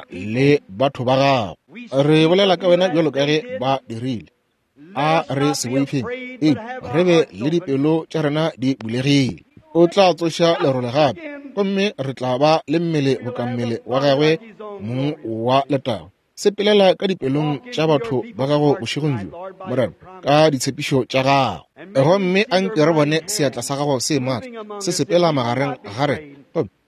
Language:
Northern Sotho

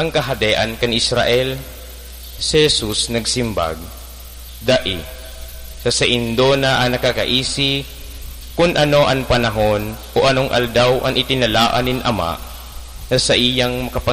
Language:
Bikol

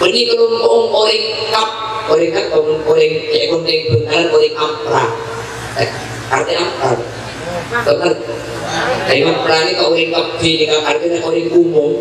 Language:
Madurese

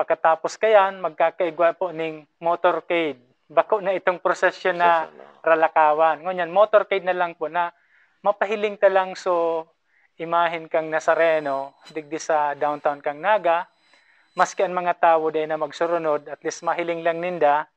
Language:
Bikol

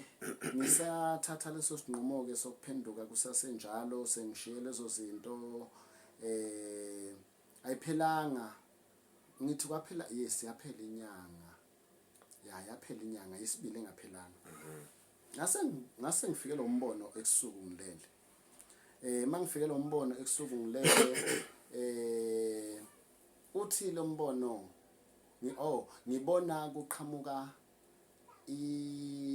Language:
Zulu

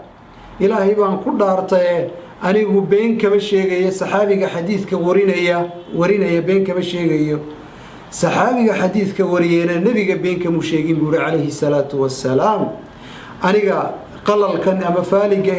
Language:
Somali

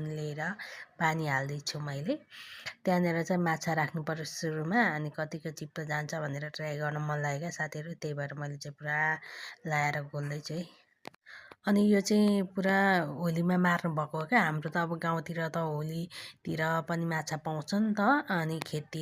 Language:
Nepali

